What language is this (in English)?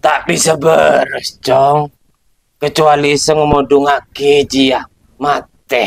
Madurese